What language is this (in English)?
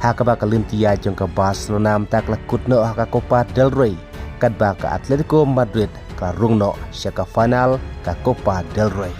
Khasi